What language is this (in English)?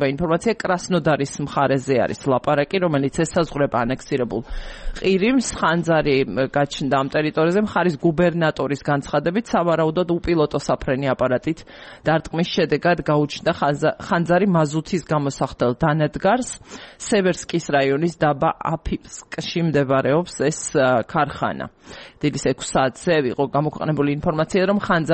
Georgian